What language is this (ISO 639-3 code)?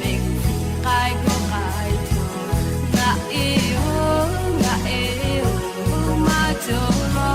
lhu